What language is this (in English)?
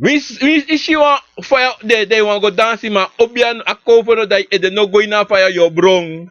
Sranan Tongo